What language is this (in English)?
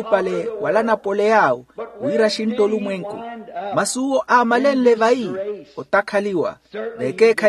Makhuwa